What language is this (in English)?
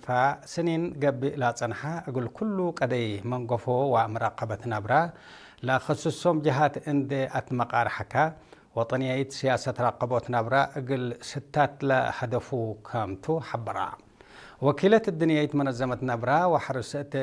Tigre